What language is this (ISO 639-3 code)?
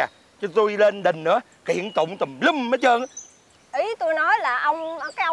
vie